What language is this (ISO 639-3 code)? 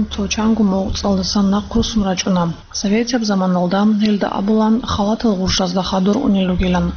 ava